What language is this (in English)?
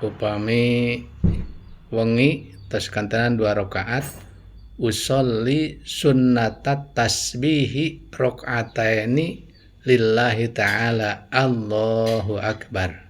Sundanese